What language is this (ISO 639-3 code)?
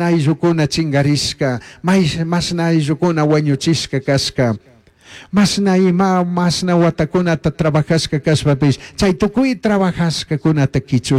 qug